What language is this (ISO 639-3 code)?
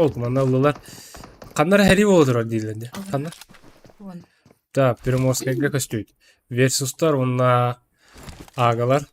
sah